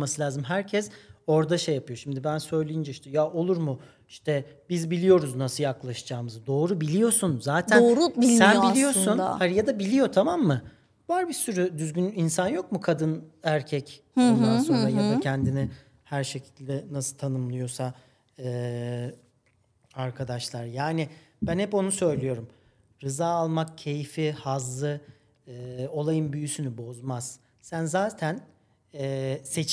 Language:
Turkish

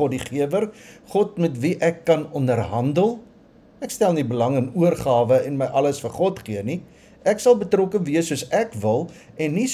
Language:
Afrikaans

